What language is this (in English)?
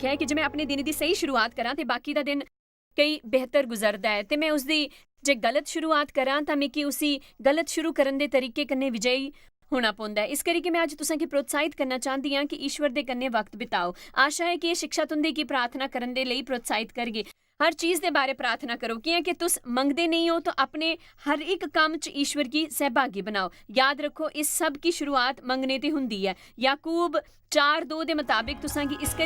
Dogri